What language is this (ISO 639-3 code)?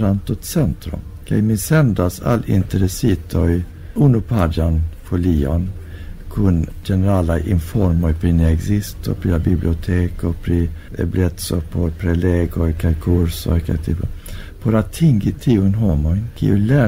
epo